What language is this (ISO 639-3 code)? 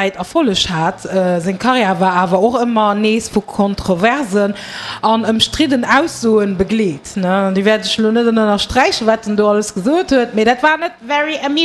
ltz